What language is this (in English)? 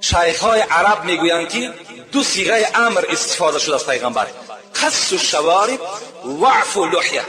Tajik